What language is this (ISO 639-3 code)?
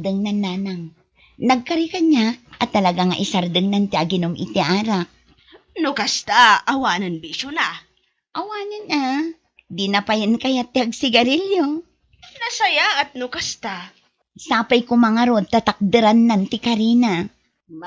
ilo